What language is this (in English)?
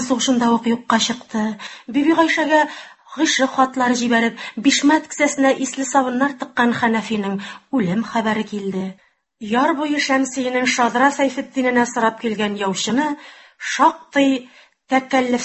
Tatar